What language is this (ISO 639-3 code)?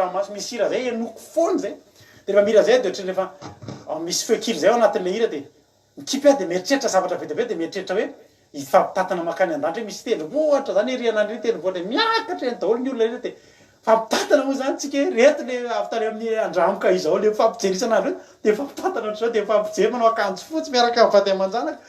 mlg